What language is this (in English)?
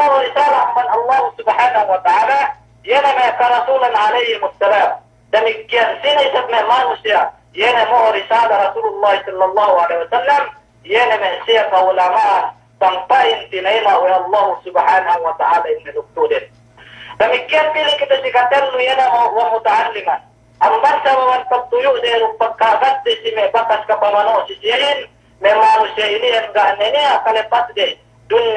Yakan